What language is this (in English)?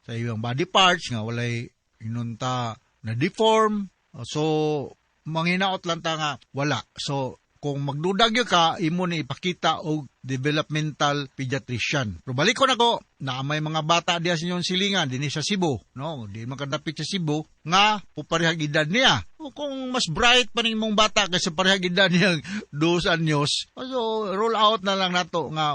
Cebuano